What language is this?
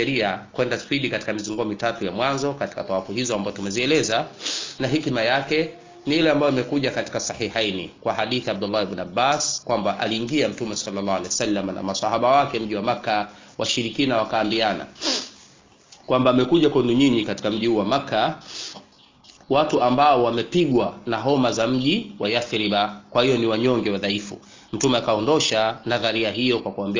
Swahili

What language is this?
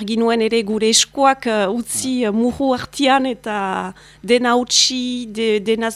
Basque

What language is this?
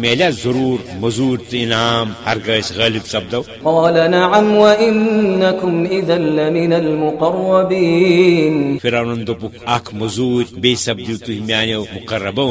Kashmiri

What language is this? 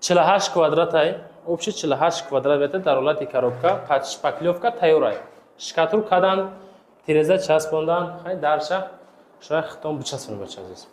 Tajik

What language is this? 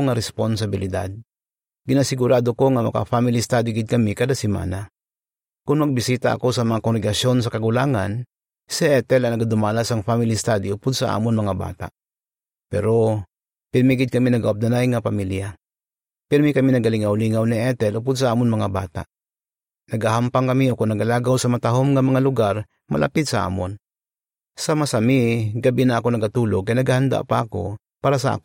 Hiligaynon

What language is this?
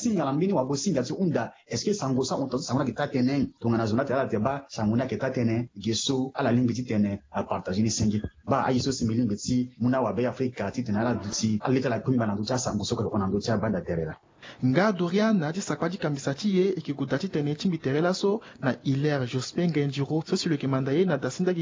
Sango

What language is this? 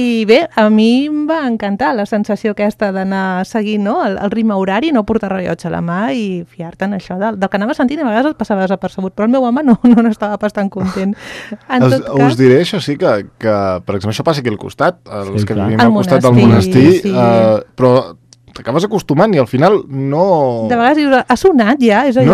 Catalan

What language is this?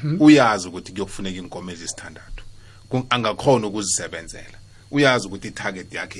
South Ndebele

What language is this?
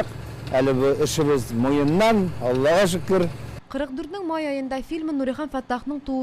Tatar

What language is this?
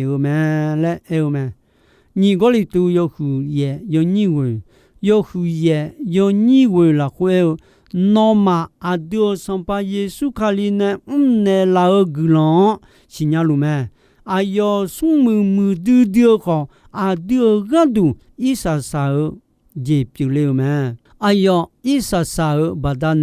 Akha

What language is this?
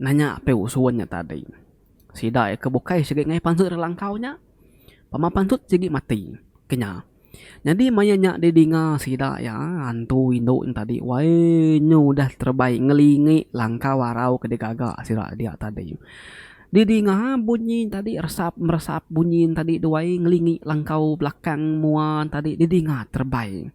Iban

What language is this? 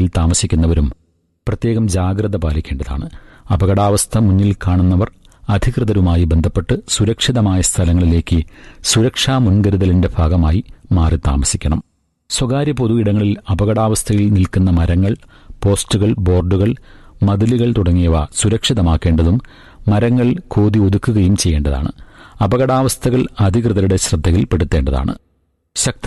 Malayalam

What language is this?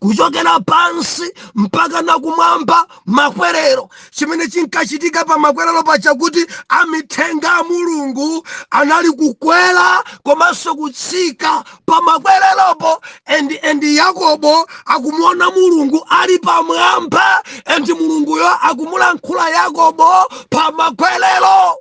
Nyanja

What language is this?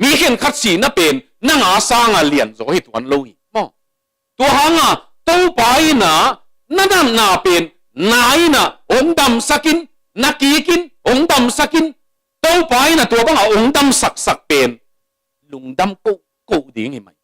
Tedim Chin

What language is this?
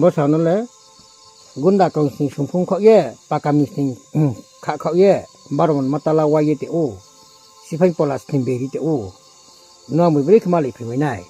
Riang (India)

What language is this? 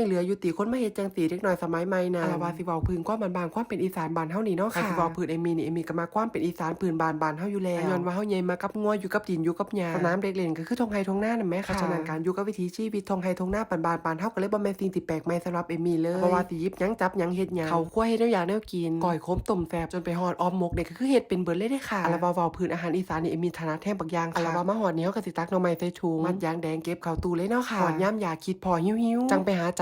Northeastern Thai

